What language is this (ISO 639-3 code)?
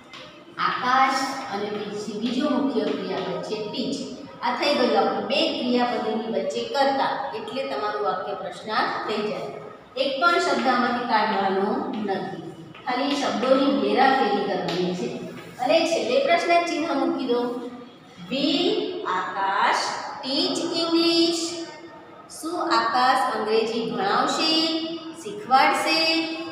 guj